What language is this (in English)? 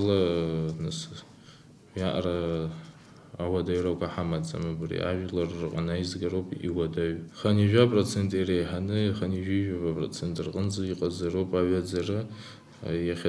Abkhazian